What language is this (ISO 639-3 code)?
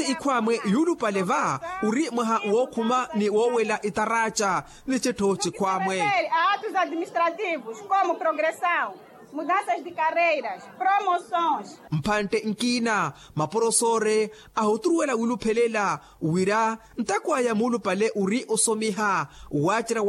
vmw